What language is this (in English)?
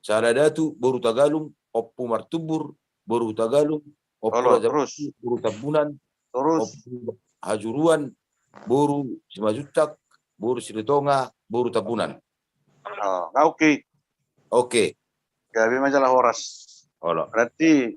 Batak Toba